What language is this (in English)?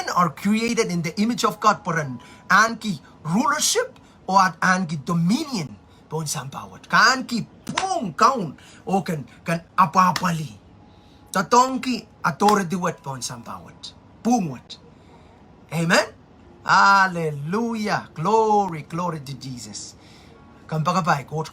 Pohnpeian